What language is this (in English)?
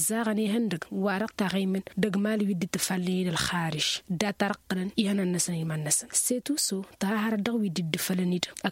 Tamasheq